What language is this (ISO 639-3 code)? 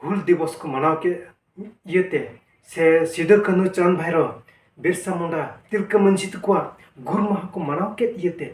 sat